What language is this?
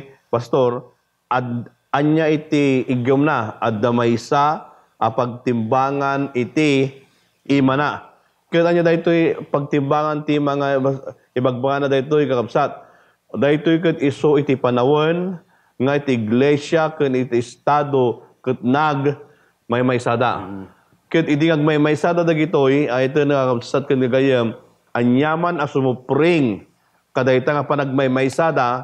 Iloko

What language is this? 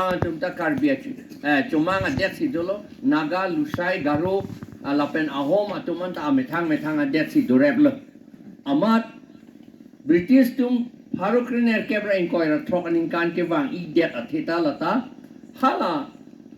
Karbi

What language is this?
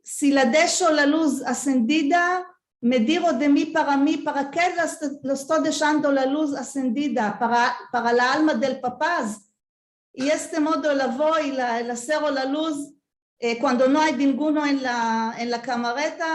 Ladino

